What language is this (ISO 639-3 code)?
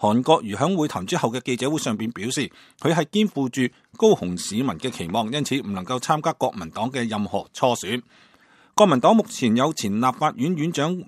yue